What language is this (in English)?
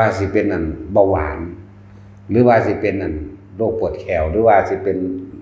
Northeastern Thai